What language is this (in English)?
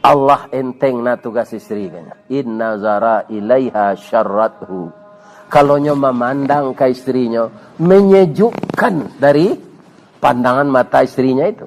Minangkabau